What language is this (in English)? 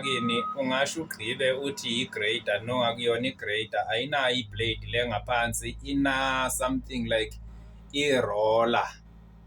Zulu